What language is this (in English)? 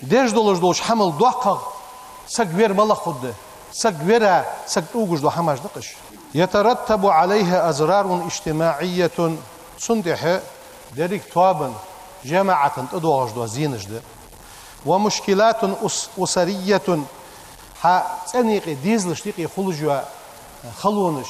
Ingush